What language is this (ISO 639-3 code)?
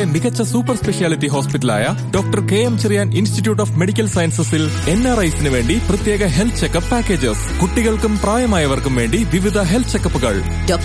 mal